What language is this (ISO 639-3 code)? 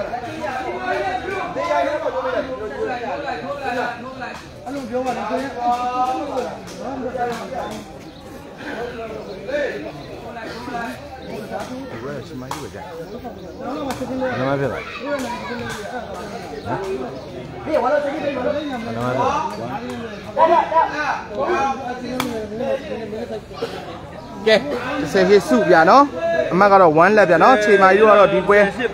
mya